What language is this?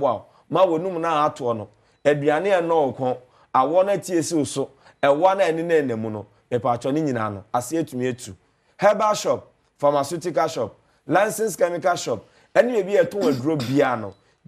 Akan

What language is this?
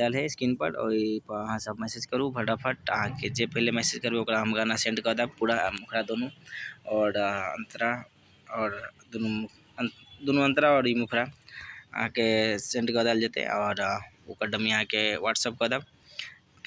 Maithili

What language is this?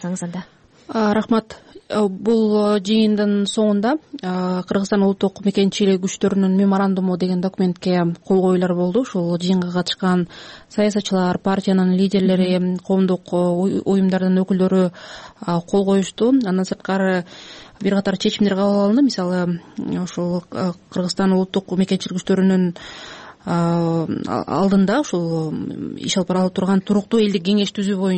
Kyrgyz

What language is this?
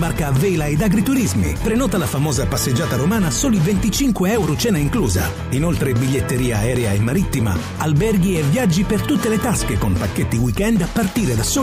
Italian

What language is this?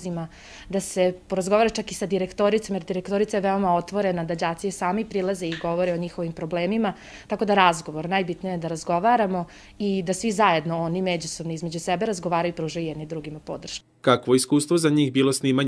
Serbian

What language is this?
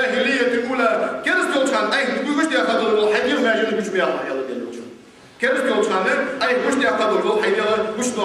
Ingush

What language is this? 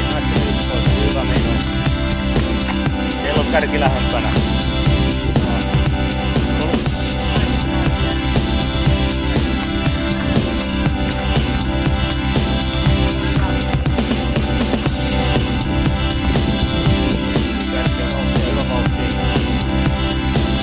Finnish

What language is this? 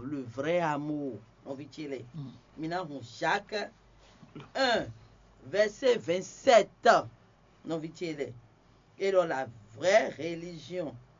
Fon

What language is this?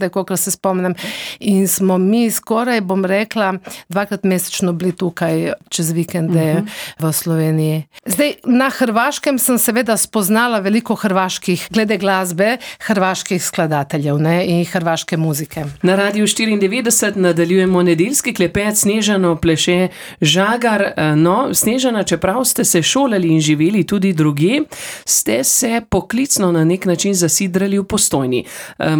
Slovenian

